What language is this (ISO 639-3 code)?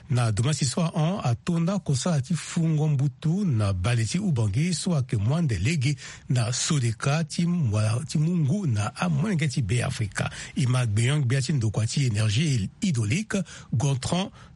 sag